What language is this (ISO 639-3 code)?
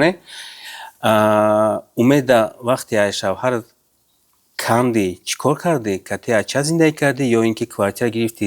tgk